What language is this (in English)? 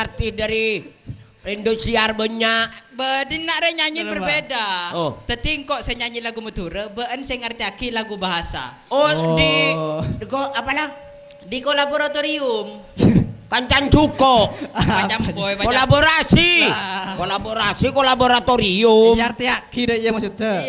Madurese